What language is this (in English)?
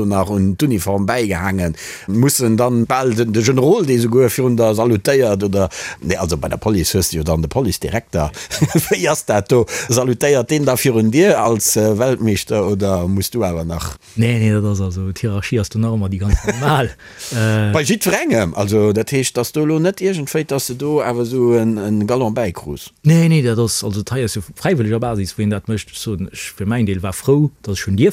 Luxembourgish